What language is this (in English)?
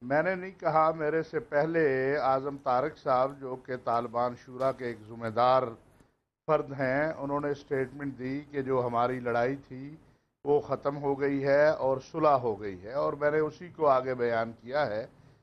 Urdu